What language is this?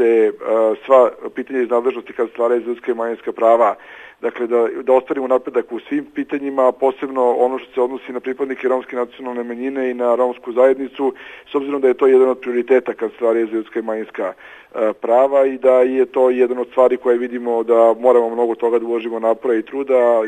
Serbian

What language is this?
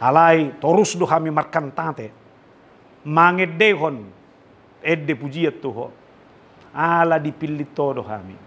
Batak Toba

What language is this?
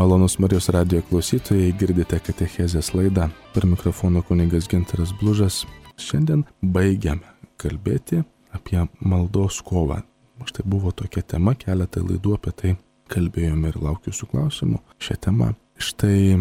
Lithuanian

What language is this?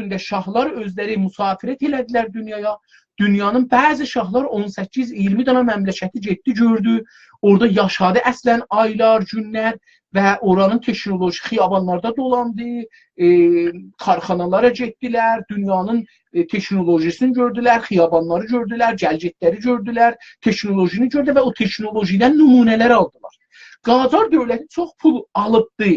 South Azerbaijani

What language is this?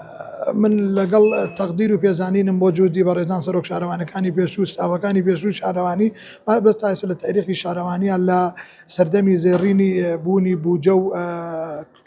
Central Kurdish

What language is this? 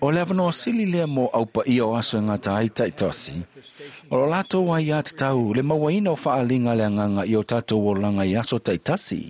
Samoan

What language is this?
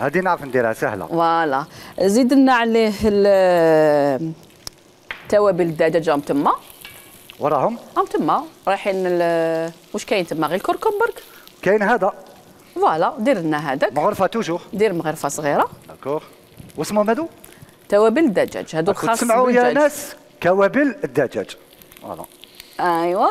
Algerian Arabic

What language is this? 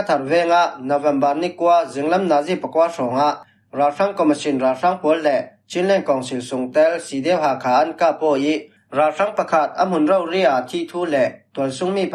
Falam Chin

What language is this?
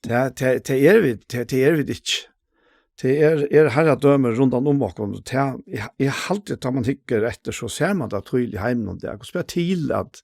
Faroese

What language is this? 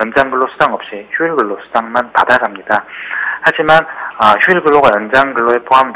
Korean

